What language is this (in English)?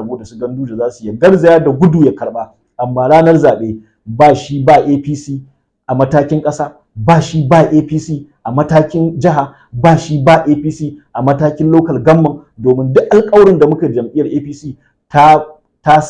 Hausa